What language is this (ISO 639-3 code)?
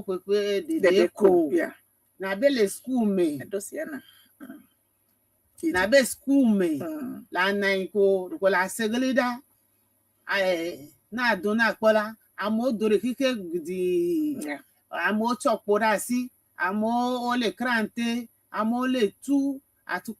ewe